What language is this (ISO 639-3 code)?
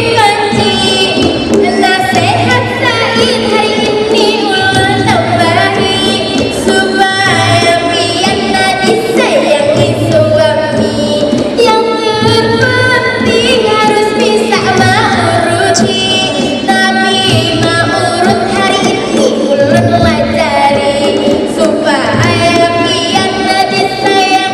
bjn